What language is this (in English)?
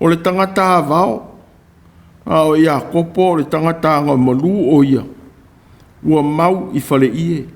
Samoan